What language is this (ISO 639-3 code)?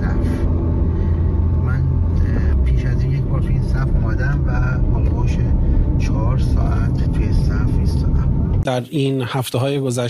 fas